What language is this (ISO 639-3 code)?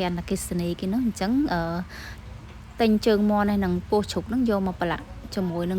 khm